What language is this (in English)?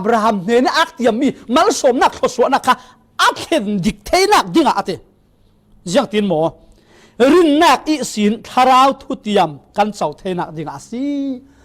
Falam Chin